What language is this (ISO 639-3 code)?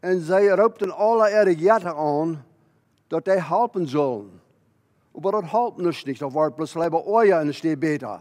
pdt